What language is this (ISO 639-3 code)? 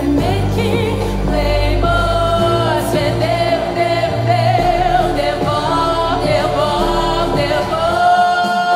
crh